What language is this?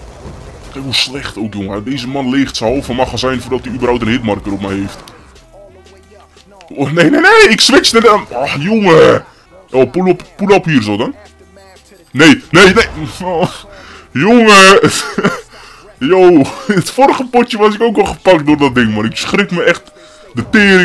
Dutch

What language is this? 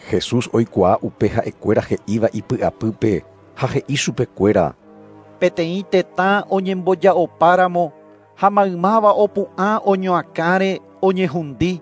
Guarani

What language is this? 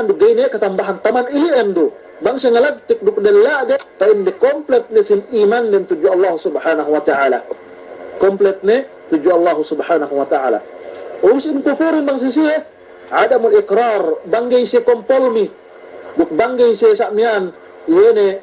Yakan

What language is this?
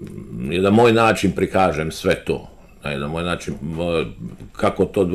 Croatian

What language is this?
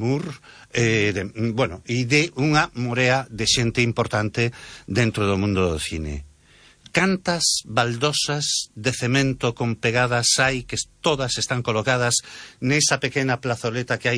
Galician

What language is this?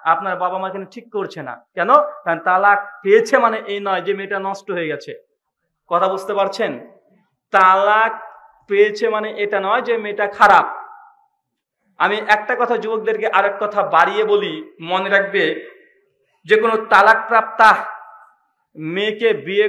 Bangla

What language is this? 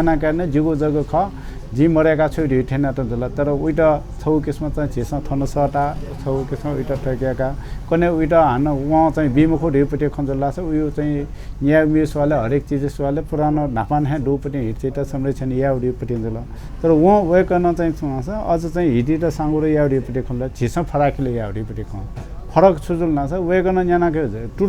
Newari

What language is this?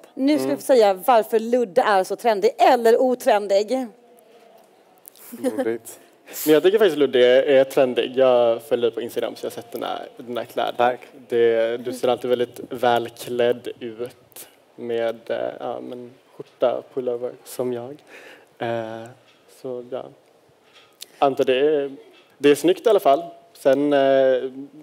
Swedish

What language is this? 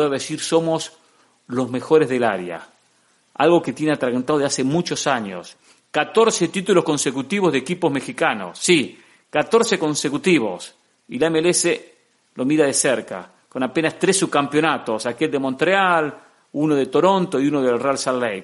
Spanish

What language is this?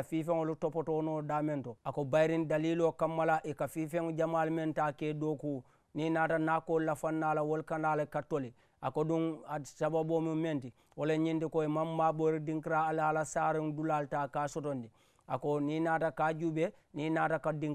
Mandingo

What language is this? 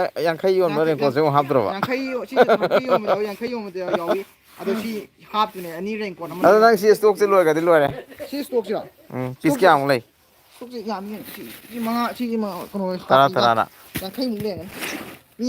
Manipuri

